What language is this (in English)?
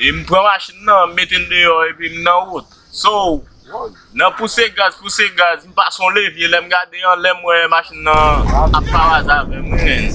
Haitian Creole